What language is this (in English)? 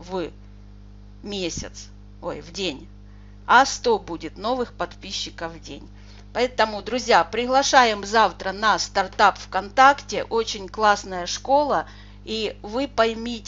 Russian